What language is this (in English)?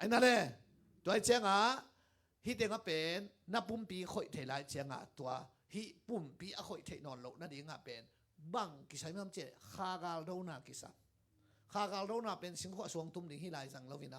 Tedim Chin